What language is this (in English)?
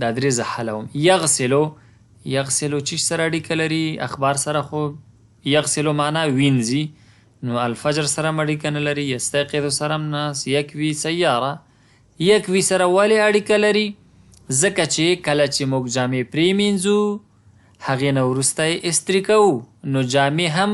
Pashto